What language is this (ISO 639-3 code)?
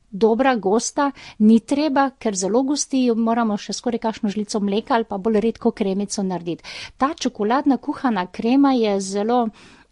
slv